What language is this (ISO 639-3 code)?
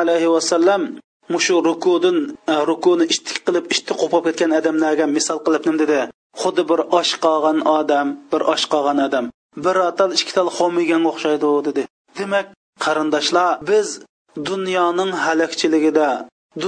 uig